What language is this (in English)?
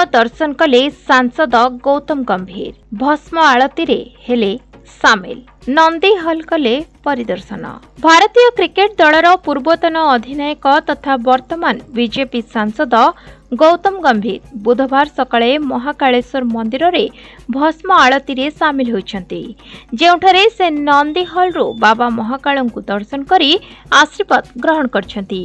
Odia